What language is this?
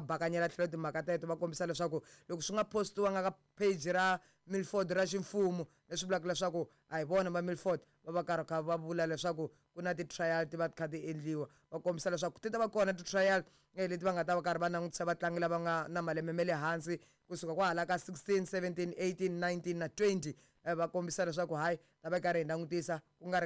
Tsonga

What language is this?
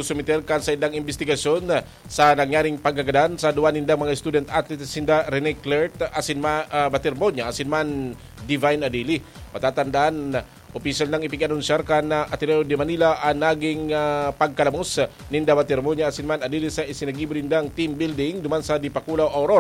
Bikol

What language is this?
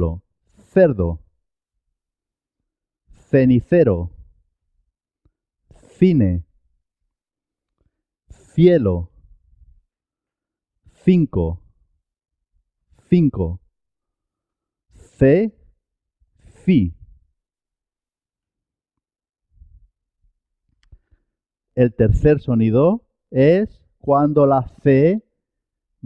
Spanish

